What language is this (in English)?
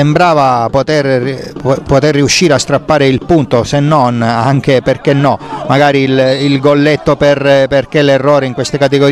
Italian